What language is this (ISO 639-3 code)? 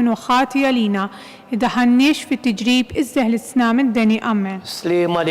mlt